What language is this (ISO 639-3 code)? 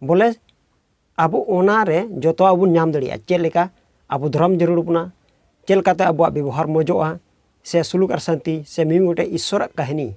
sat